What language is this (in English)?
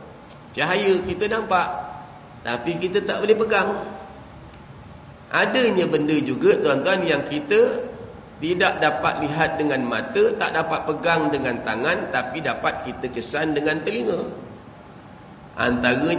Malay